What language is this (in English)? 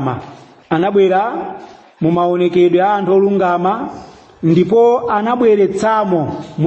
Nyanja